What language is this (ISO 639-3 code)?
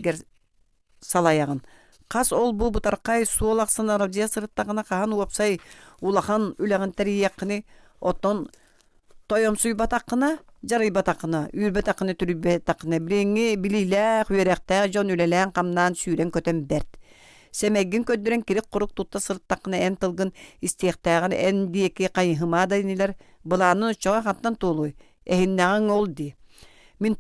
sah